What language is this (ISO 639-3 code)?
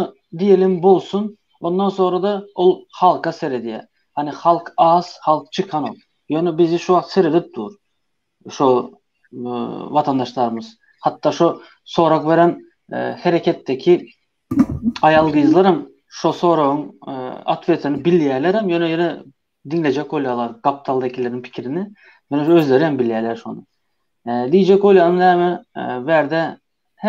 tuk